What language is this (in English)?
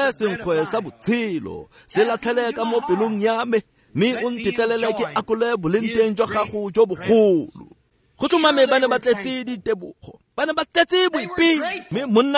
Tswana